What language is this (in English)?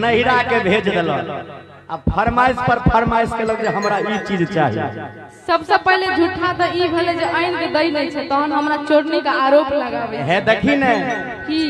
Maithili